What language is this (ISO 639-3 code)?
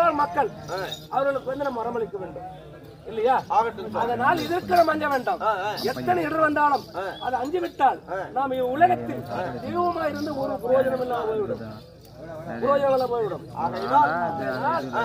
tam